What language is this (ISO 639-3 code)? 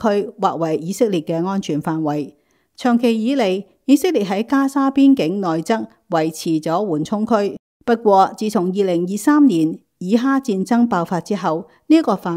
yue